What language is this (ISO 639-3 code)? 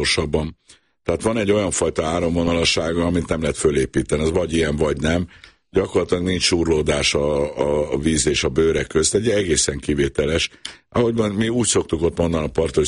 hun